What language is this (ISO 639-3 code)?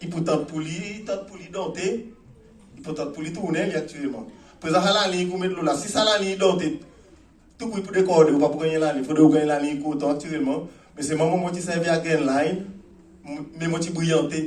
crs